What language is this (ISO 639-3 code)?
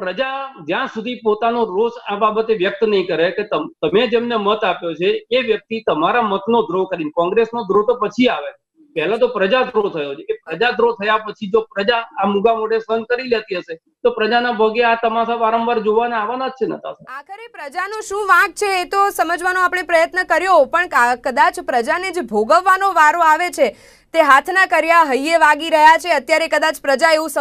guj